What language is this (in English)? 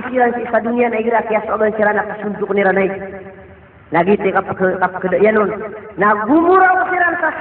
Maranao